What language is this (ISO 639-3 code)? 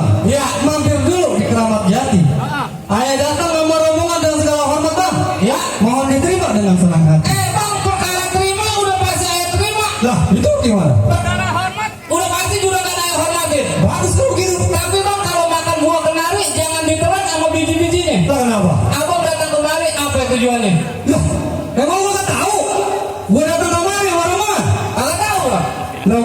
bew